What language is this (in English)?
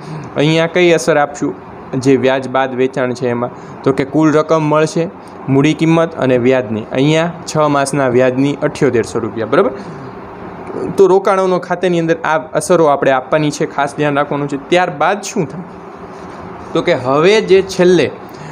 Gujarati